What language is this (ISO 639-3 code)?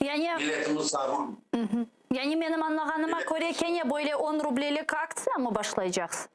crh